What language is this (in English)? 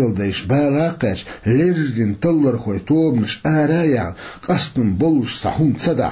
Chechen